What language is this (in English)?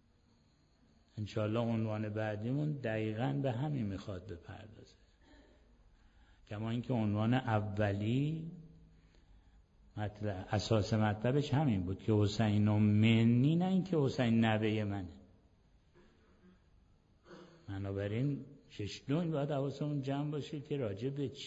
Persian